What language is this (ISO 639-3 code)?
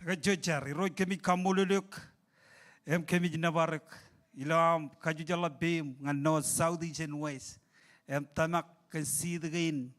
mah